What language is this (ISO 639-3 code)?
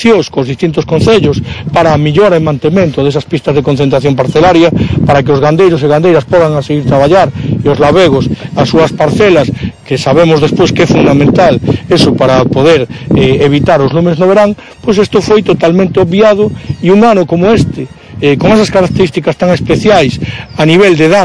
glg